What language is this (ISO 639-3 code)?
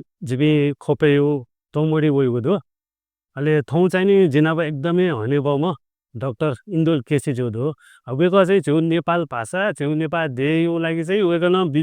new